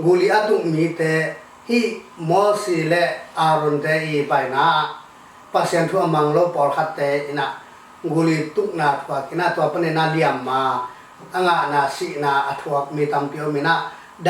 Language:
Tedim Chin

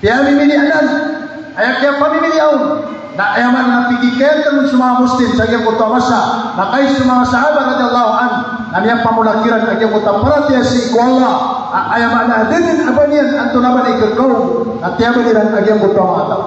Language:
Maranao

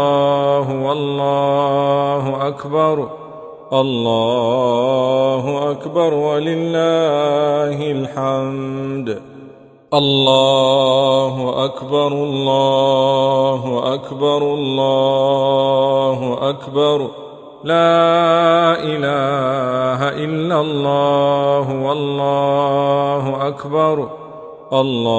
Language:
Arabic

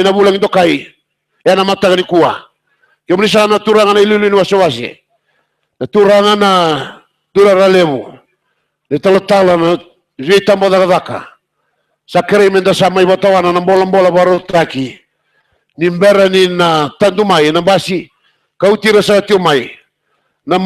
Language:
Fijian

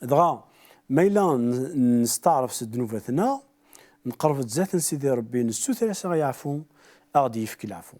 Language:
Kabyle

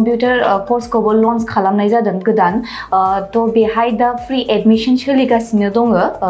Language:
Bodo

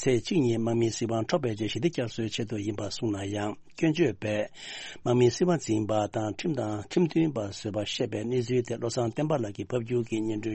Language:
Tibetan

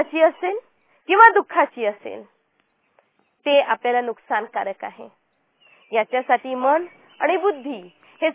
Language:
Marathi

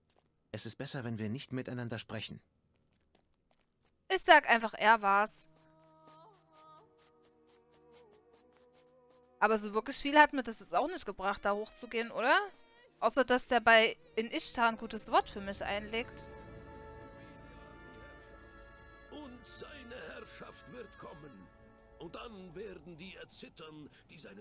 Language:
German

